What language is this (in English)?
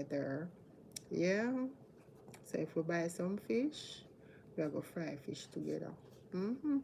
Jamaican Creole English